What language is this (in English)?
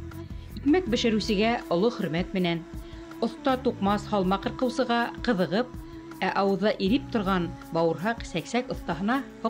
Bashkir